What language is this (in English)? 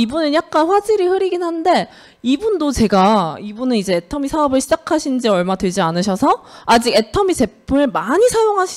Korean